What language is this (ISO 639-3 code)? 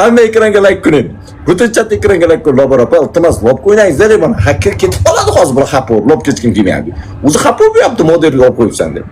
uzb